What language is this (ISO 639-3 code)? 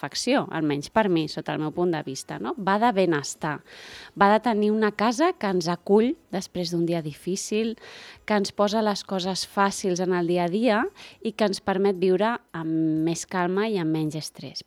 cat